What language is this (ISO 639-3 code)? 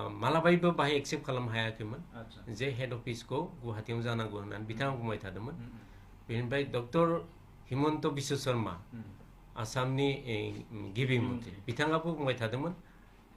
brx